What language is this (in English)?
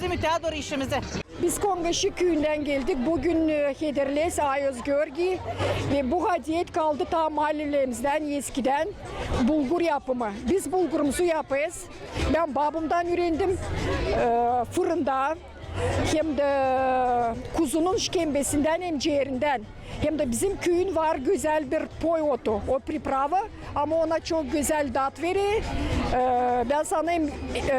Gagauz